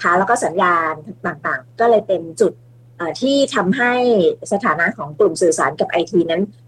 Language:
Thai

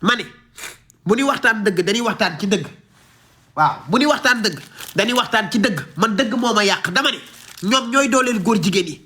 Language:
Wolof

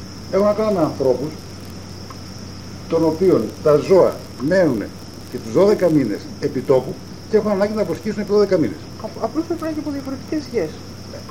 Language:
Greek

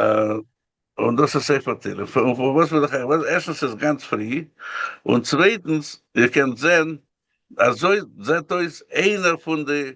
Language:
Yiddish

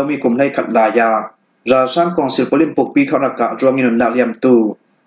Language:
Falam Chin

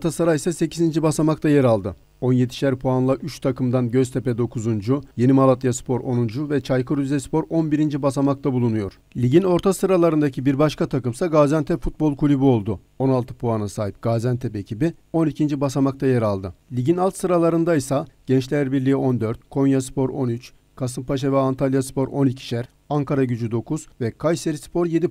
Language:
Turkish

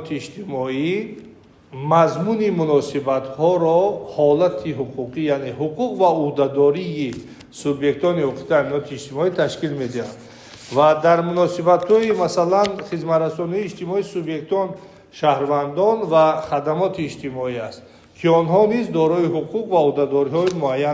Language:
Tajik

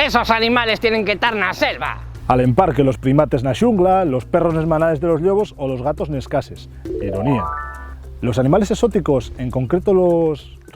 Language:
Asturian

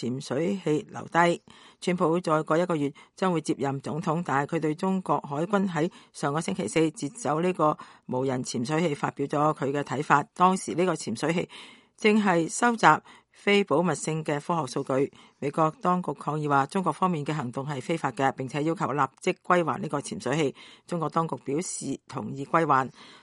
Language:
Cantonese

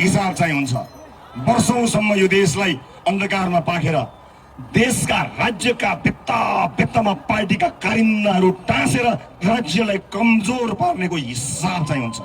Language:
Nepali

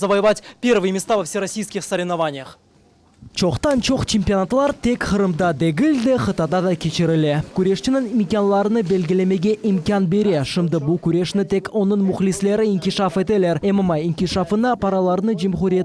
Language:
Crimean Tatar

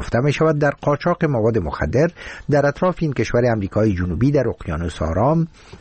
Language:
Persian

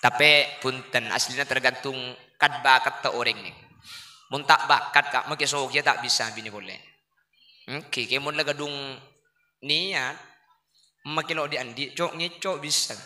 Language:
Madurese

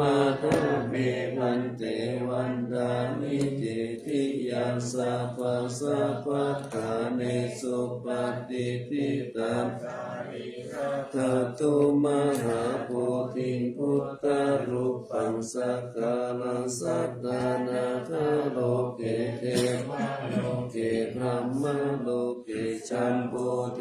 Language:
Pali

